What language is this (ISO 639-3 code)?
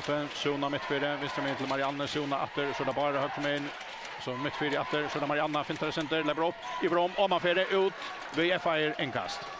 fao